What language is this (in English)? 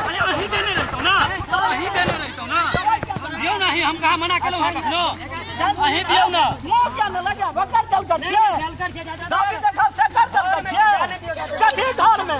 Maithili